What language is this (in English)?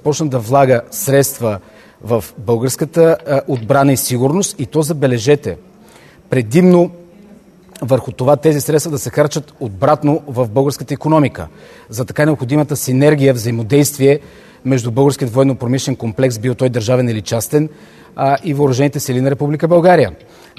Bulgarian